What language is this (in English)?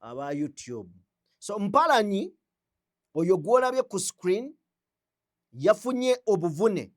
Ganda